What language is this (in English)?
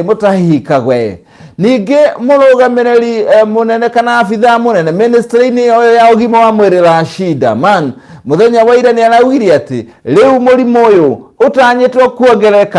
Kikuyu